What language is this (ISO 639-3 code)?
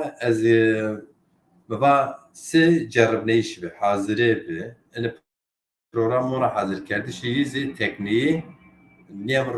zza